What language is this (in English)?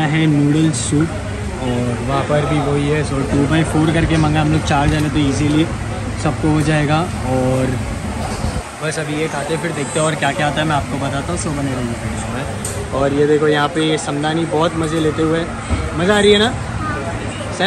Hindi